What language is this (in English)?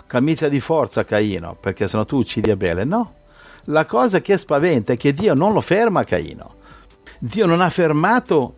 Italian